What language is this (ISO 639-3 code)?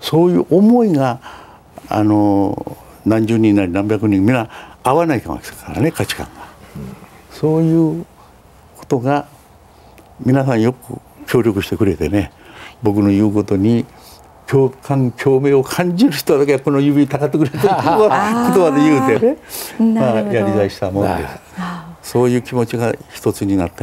jpn